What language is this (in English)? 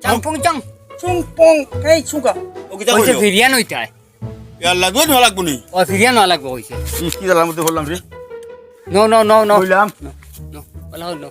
Sylheti